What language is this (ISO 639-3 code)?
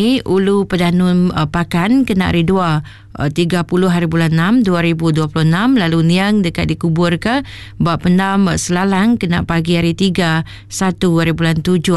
iba